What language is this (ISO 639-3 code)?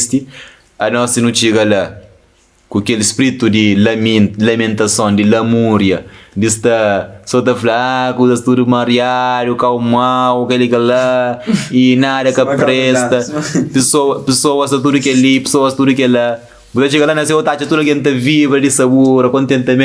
kea